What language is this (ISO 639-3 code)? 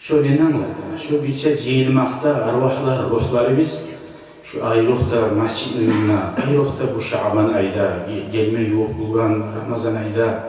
kum